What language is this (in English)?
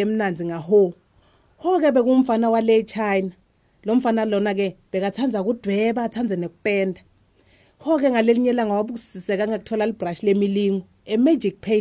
Swati